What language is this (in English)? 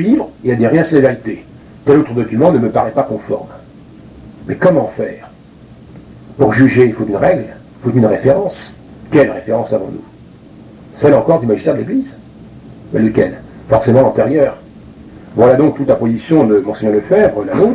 French